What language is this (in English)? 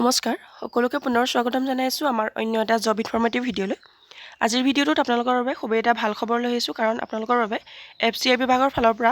Assamese